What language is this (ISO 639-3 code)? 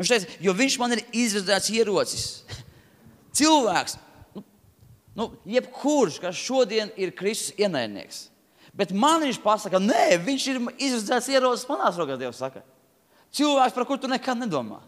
lav